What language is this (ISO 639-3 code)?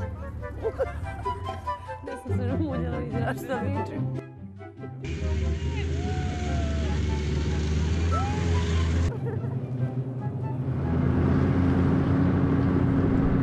srp